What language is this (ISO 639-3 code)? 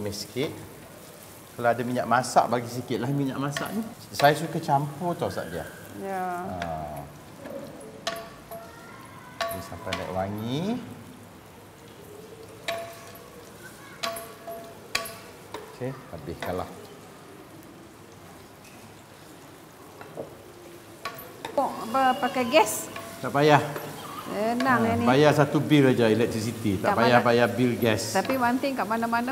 msa